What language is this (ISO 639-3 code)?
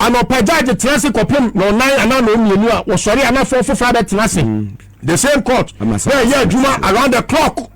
aka